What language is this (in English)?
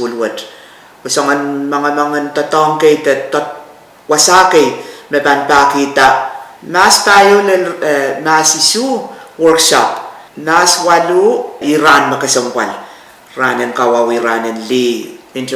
Pohnpeian